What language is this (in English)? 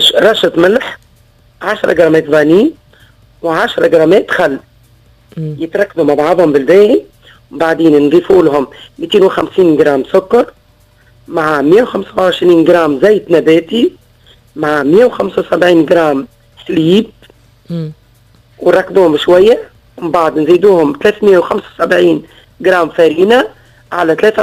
Tunisian Arabic